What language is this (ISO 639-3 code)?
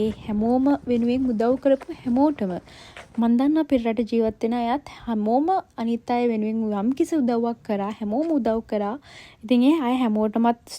sin